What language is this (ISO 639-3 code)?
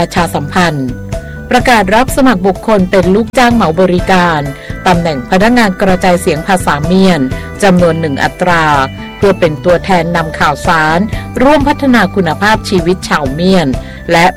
tha